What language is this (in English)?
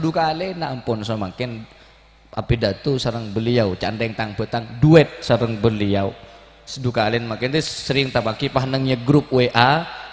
Madurese